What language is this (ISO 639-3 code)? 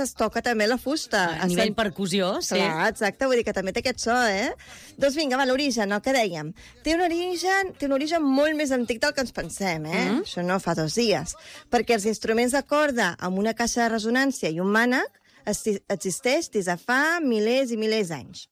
cat